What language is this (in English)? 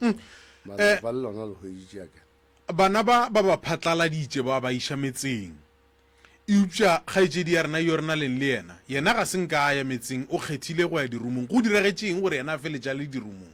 Northern Sotho